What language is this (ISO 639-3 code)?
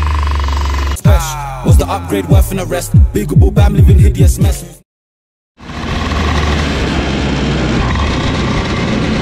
ita